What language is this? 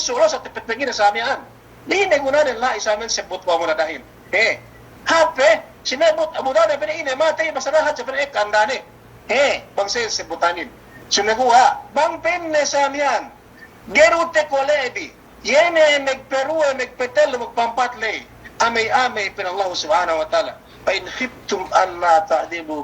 Yakan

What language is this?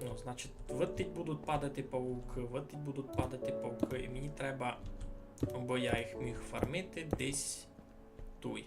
Rusyn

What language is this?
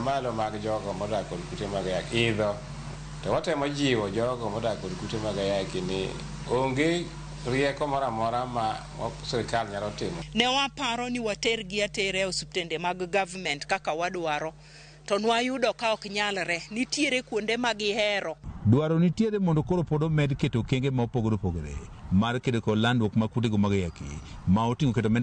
Luo (Kenya and Tanzania)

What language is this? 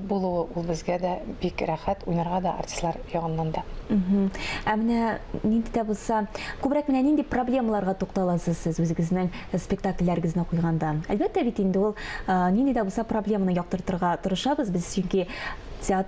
Tatar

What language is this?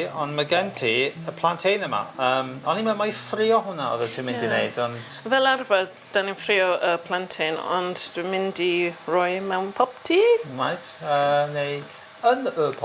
Welsh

